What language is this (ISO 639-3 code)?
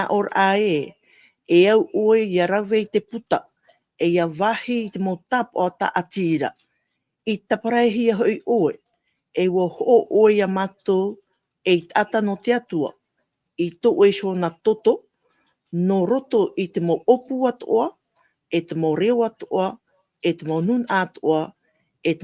tah